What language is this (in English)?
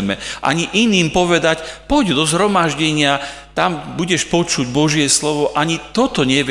Slovak